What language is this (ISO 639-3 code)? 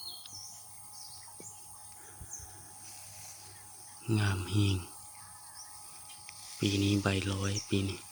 lao